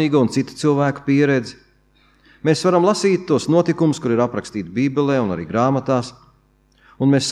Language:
Latvian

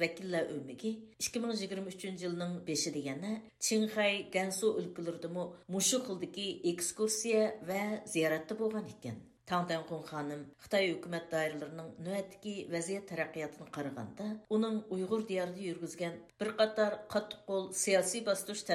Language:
Uyghur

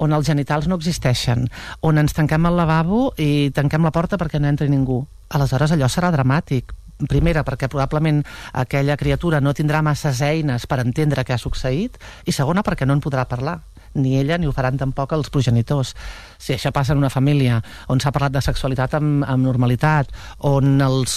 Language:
Catalan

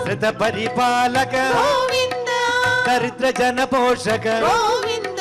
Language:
Telugu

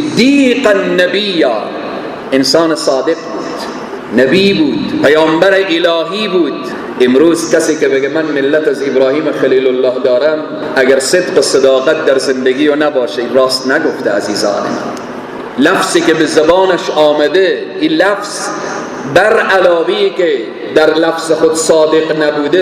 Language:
Persian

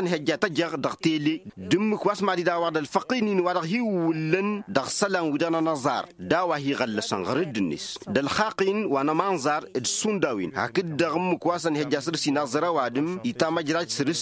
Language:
Tamasheq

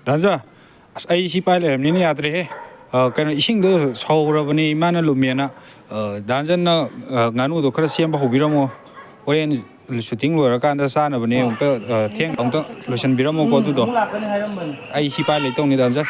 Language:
Manipuri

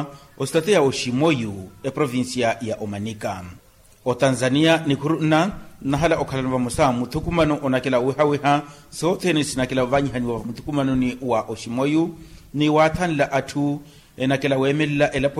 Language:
Makhuwa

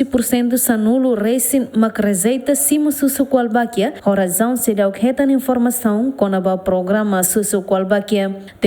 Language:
Tetum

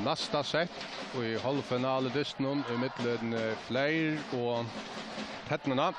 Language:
Faroese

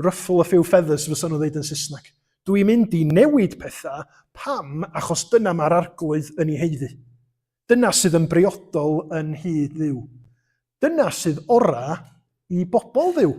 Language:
Welsh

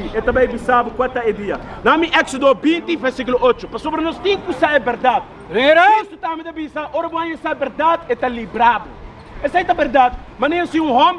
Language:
Papiamento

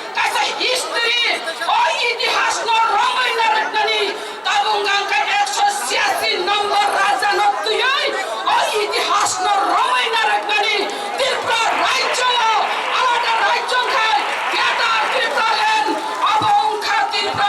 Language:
Kok Borok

